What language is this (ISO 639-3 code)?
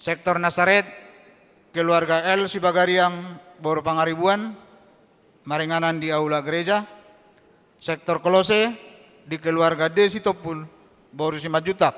bbc